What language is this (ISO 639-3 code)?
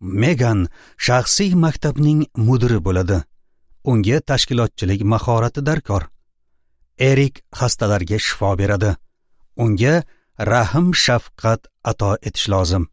uzb